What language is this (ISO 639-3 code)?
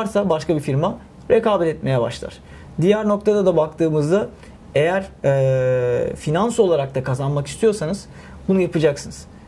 tur